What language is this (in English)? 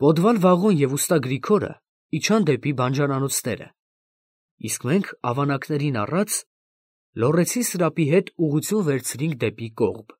Armenian